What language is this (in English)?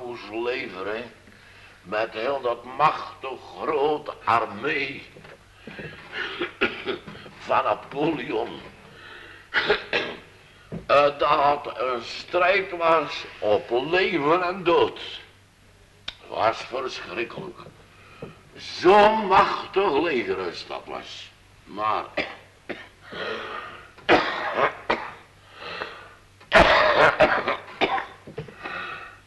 Dutch